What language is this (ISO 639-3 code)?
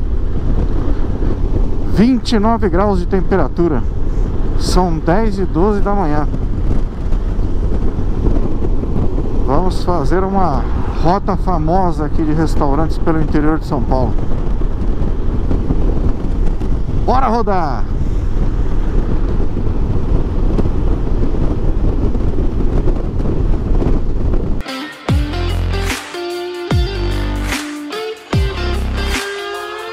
por